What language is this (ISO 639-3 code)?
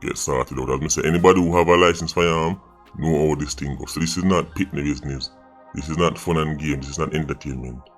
jam